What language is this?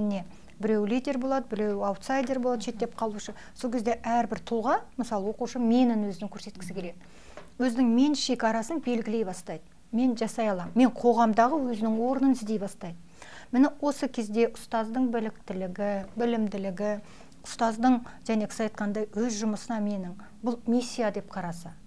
Kazakh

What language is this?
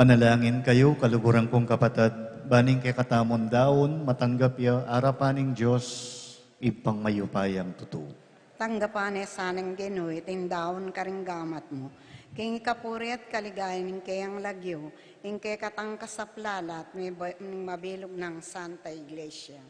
Pampanga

